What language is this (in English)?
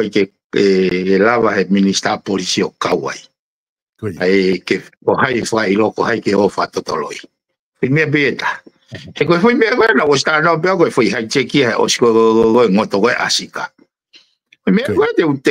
Tongan